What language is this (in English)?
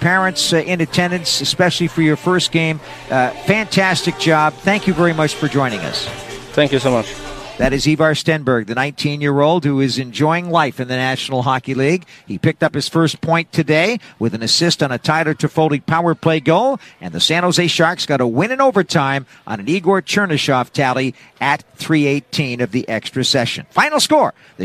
English